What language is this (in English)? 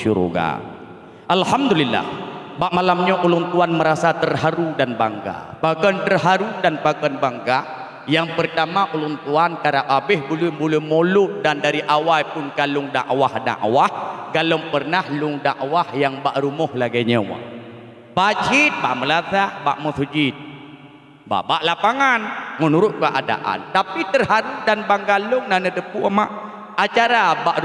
Achinese